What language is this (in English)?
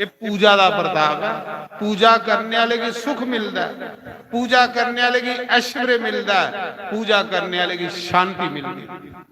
Dogri